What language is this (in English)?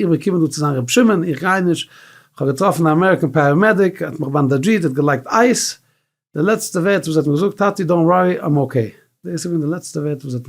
Yiddish